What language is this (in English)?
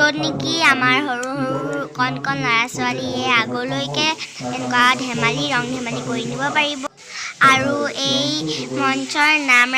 Assamese